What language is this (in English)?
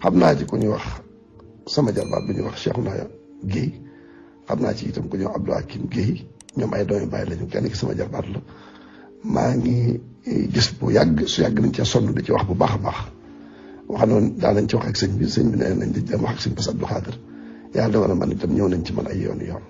Wolof